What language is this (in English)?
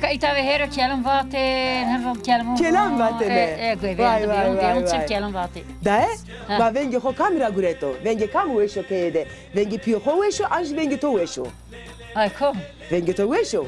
Zaza